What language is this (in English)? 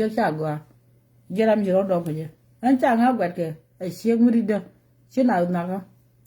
Nuer